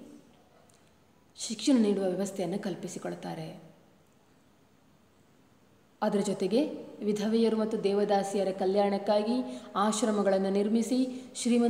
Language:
Kannada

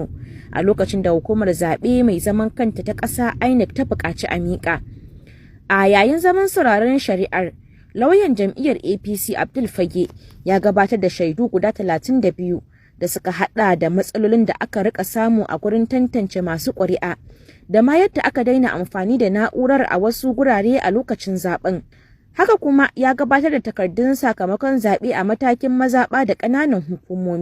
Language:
Hausa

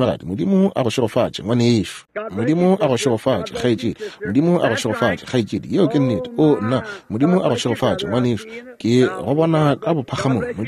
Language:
Northern Sotho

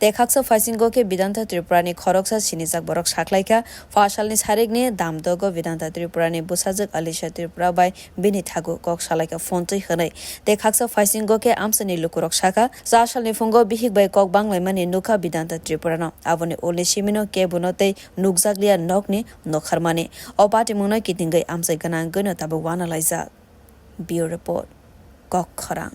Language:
Kok Borok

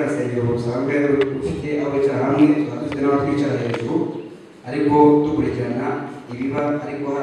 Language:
Kinyarwanda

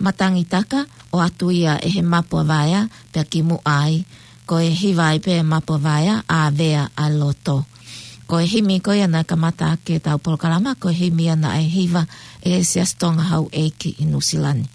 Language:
Tongan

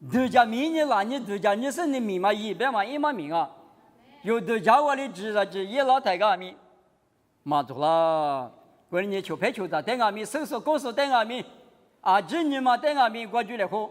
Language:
Lisu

